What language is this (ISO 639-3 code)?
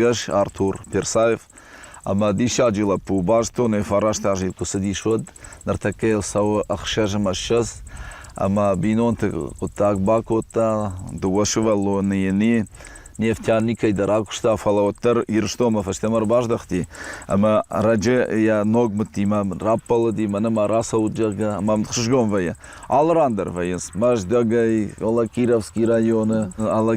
oss